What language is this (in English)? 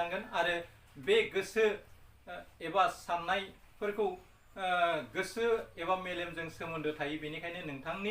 Bodo